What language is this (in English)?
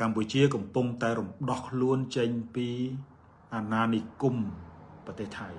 Khmer